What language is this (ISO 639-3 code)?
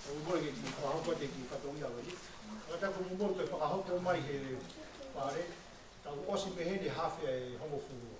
ton